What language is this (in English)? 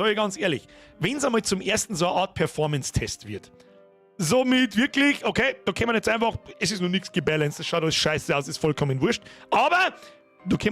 Bavarian